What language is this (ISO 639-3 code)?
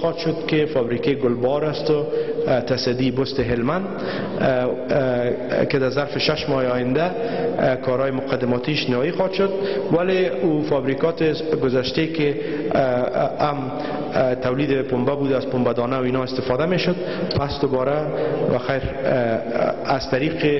fas